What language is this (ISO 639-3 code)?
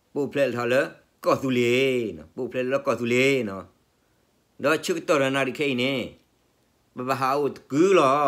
ksw